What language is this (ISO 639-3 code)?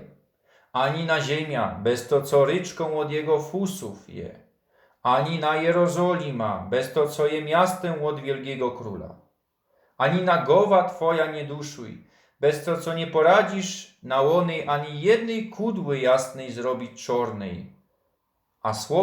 szl